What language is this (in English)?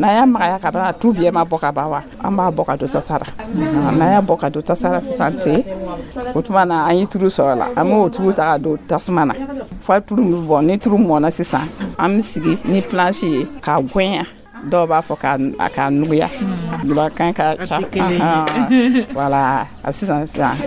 Dyula